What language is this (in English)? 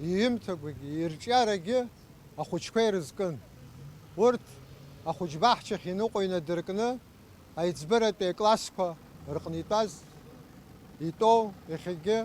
Abkhazian